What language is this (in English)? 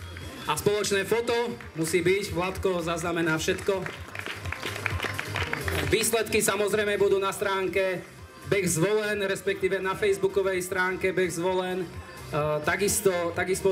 Slovak